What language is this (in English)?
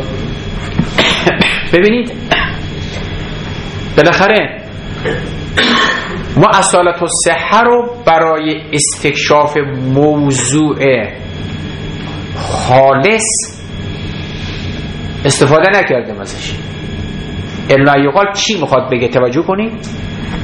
Persian